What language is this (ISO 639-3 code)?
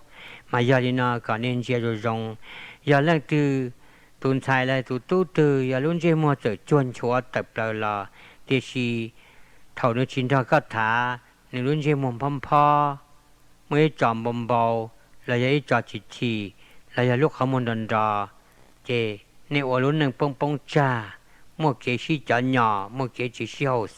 hmn